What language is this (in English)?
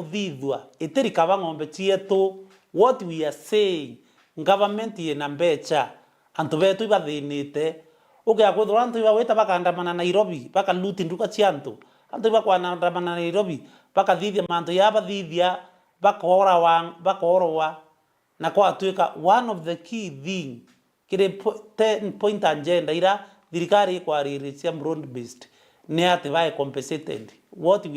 Meru